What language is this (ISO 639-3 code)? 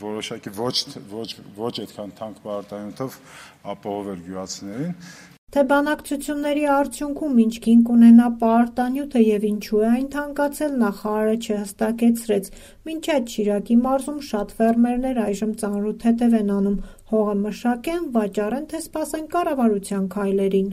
hye